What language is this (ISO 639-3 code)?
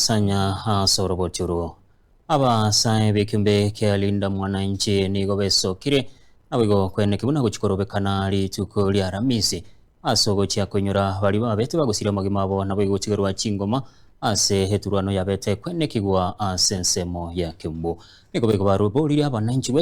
guz